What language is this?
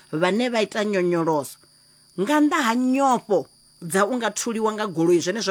Venda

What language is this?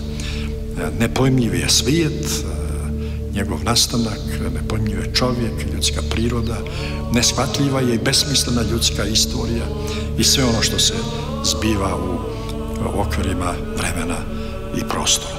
Serbian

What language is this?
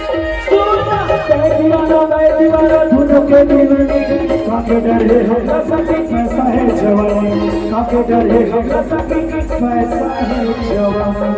Chhattisgarhi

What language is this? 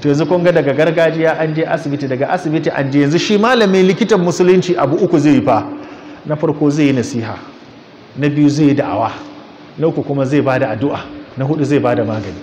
Hausa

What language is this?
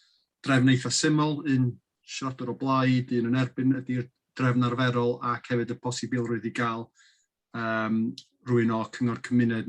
Welsh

